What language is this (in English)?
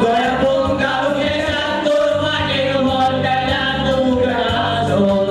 Konkani